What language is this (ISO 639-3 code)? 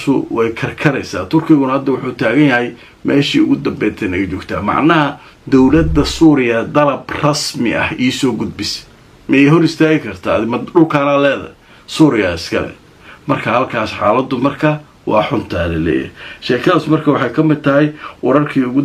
som